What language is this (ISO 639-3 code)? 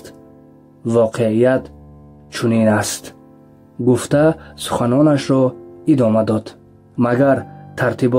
tgk